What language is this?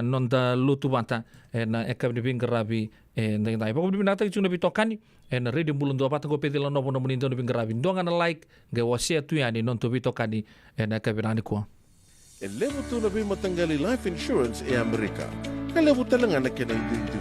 Fijian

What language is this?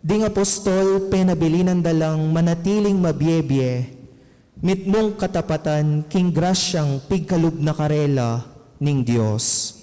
Pampanga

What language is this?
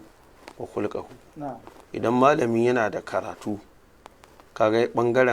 Hausa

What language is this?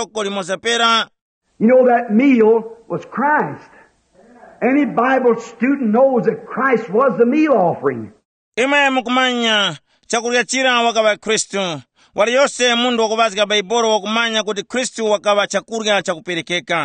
Tumbuka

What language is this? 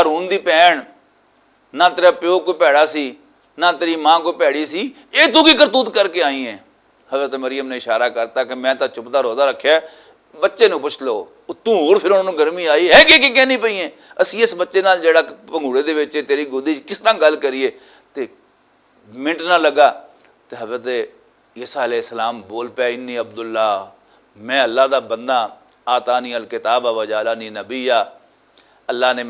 Western Panjabi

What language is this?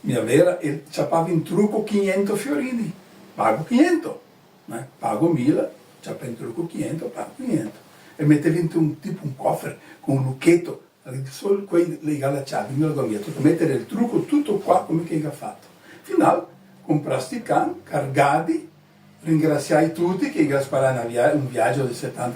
Venetian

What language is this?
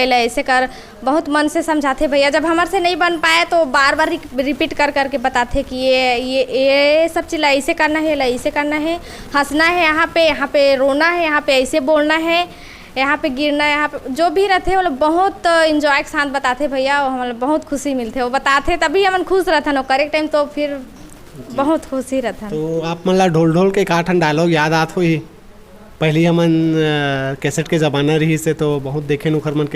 Chhattisgarhi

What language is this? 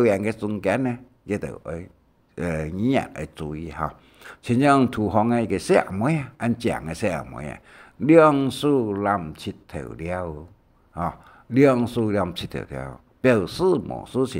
Hakka Chinese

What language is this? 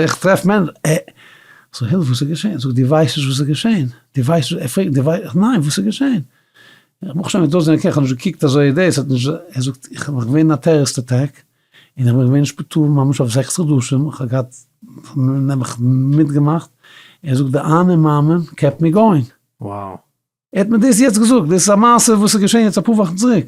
Yiddish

